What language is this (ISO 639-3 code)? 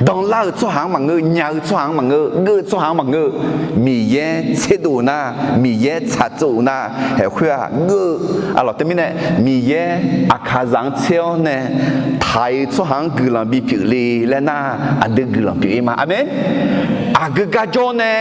ahk